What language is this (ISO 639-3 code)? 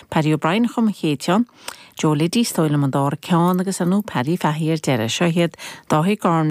gle